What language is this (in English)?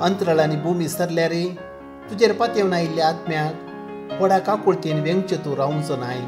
Konkani